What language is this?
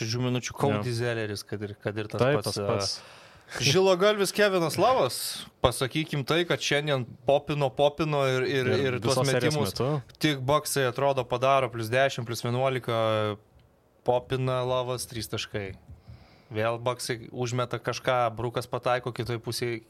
Lithuanian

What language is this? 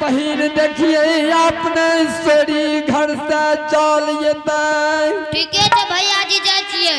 Angika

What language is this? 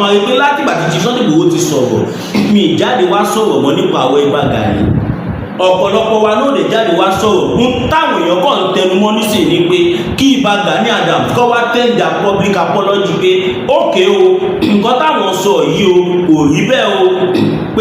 Yoruba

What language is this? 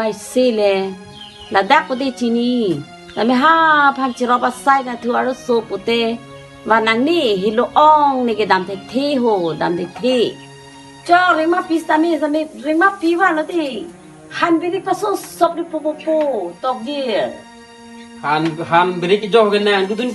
Karbi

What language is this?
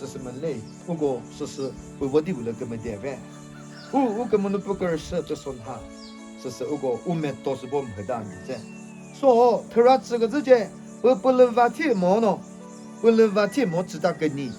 Chokri Naga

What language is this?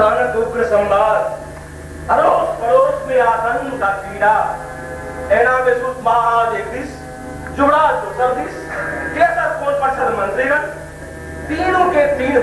Maithili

